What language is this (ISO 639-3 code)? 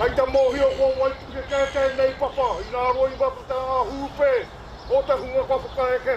mri